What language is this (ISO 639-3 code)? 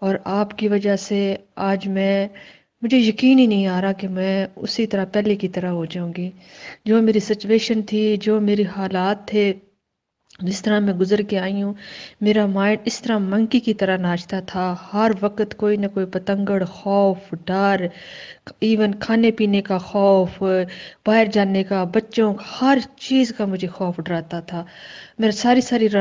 urd